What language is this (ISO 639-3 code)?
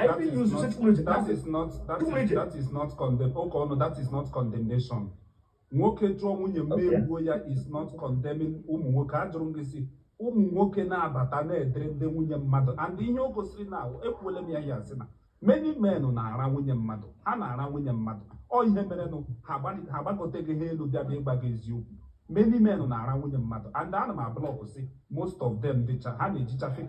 ibo